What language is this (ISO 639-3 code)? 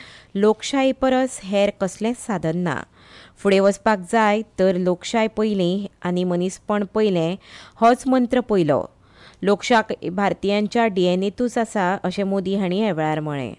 kok